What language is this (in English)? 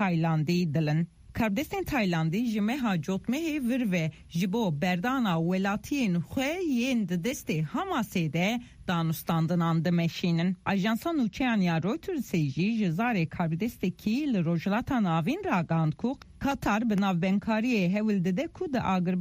Kurdish